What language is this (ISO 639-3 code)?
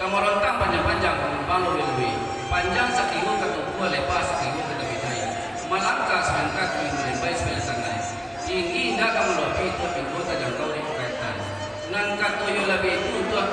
min